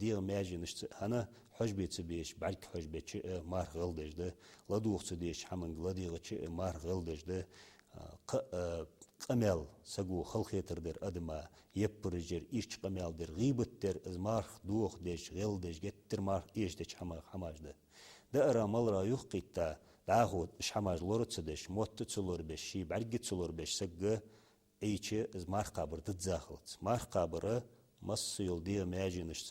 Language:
Ingush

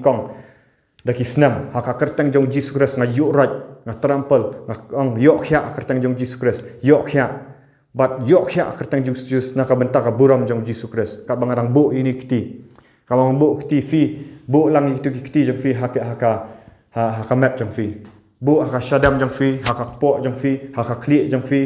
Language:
Khasi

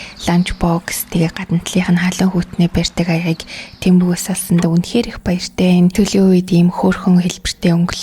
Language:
Mongolian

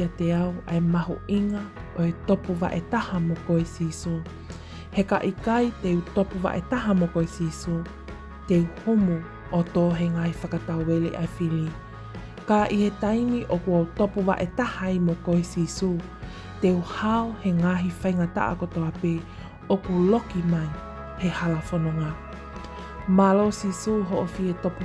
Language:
Tongan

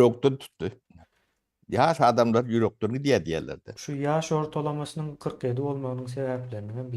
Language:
Turkmen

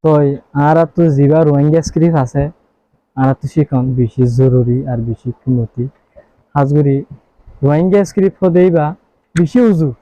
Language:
Rohingya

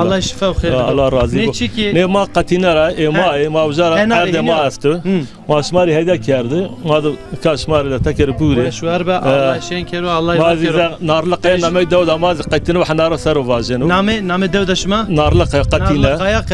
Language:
Zaza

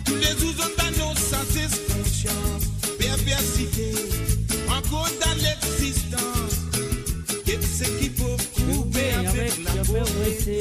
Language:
Morisyen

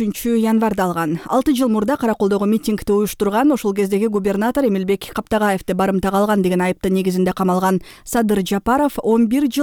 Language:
Kyrgyz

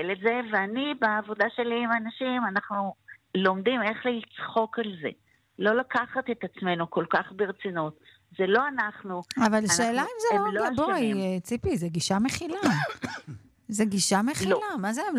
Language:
Hebrew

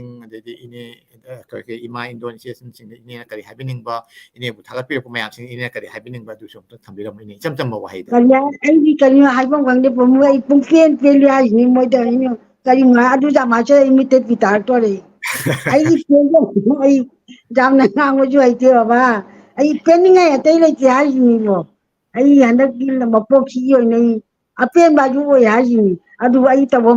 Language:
Manipuri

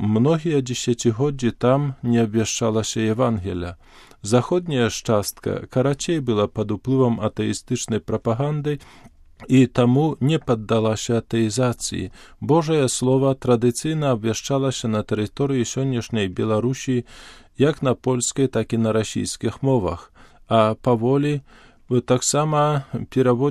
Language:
Belarusian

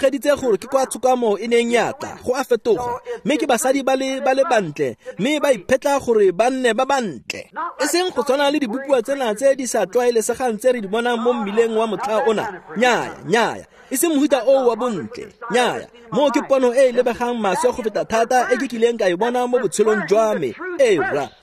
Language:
Tswana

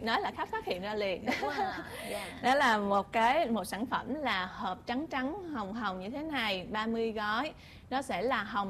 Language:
Vietnamese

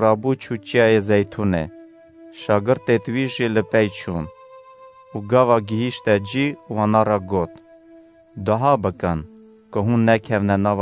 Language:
Kurdish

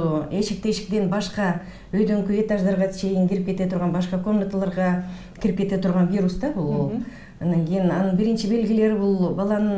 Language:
Kyrgyz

